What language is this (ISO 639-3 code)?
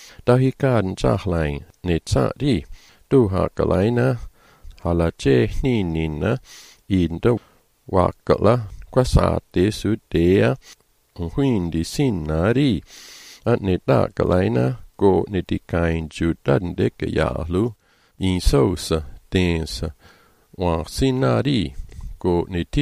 mlg